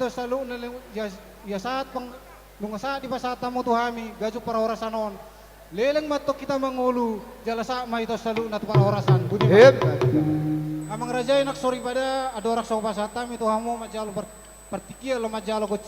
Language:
Batak Toba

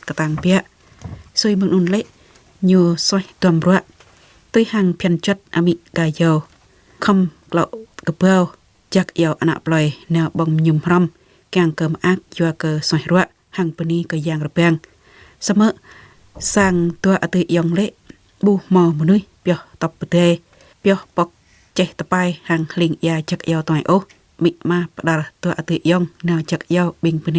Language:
Jarai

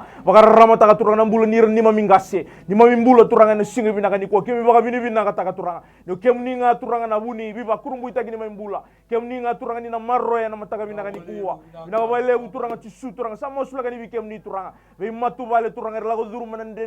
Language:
Fijian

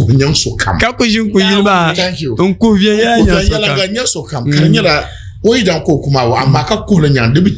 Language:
Dagbani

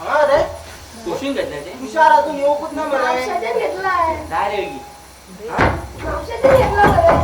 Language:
Konkani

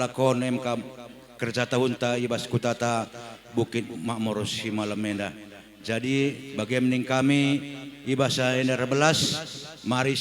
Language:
Batak Karo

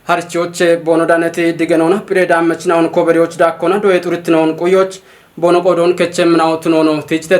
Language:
Kafa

